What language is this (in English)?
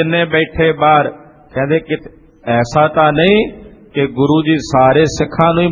Punjabi